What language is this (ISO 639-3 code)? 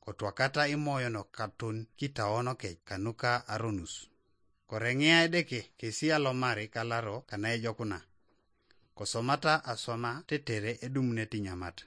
teo